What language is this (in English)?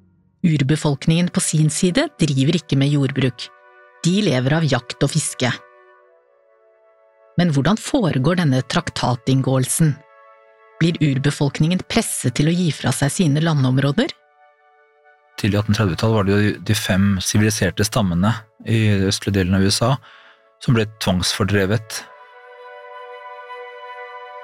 Norwegian